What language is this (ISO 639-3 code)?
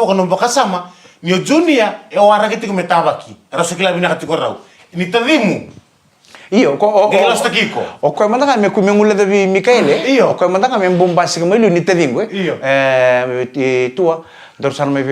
fij